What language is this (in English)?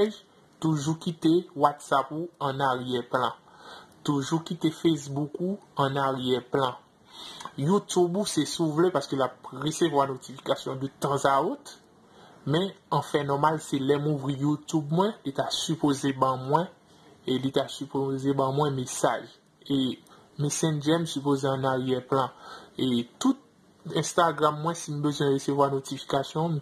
Haitian Creole